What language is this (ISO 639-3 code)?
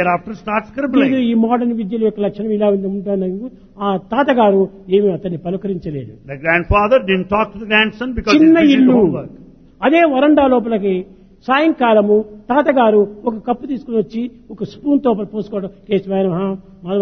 tel